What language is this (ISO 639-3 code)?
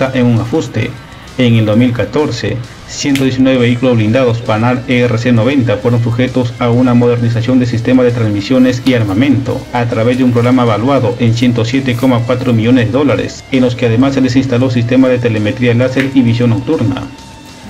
spa